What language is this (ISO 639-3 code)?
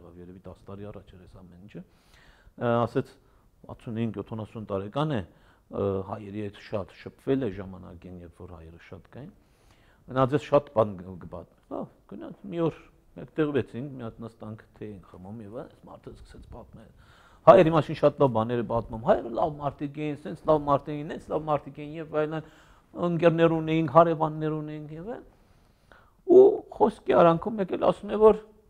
hye